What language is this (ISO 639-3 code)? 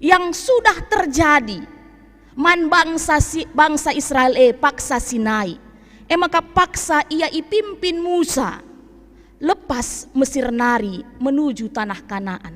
btx